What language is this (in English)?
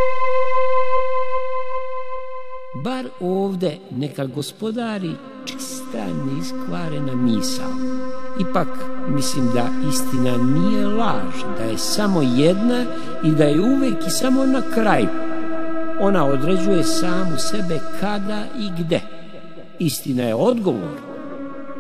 Serbian